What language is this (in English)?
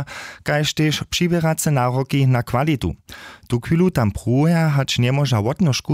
Upper Sorbian